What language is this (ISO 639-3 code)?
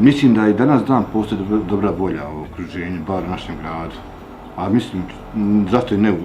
bos